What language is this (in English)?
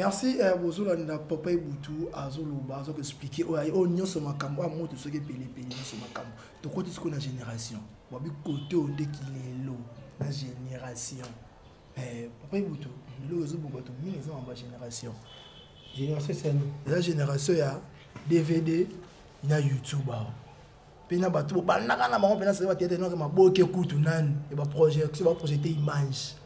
Lingala